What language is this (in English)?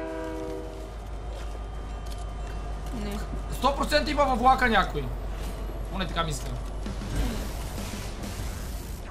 Bulgarian